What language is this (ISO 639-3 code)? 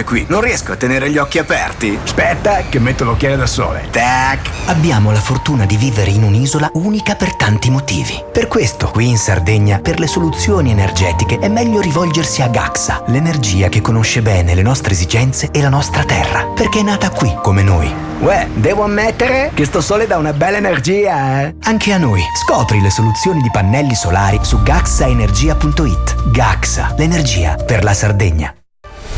ita